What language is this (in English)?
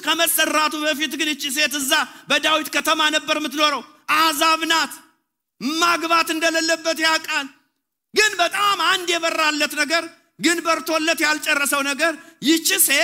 Amharic